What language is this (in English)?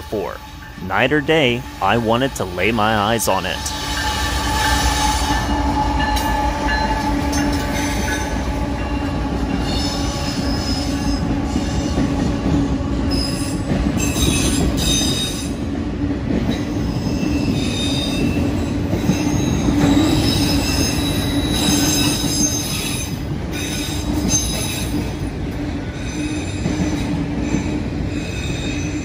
English